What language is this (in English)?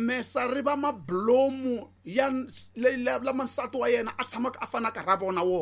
Tsonga